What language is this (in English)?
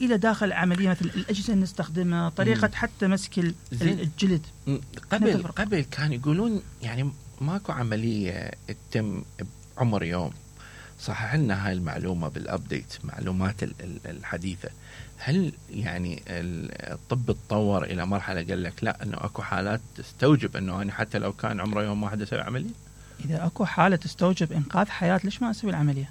Mesopotamian Arabic